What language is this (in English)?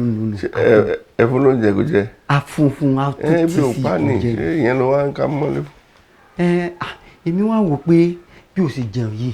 Yoruba